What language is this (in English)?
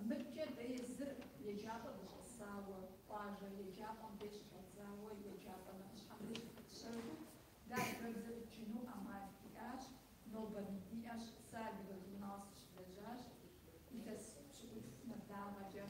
Kabardian